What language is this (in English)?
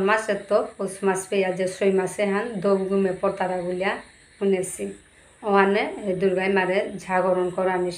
Bishnupriya